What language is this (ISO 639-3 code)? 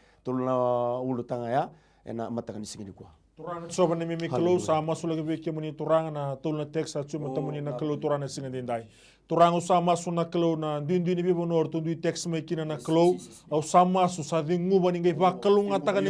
fij